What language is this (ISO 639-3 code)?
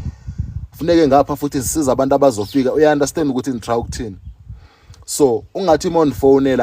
zul